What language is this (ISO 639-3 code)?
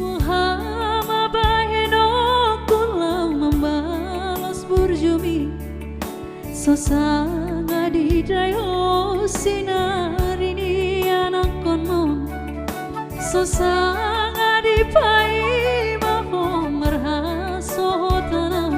bbc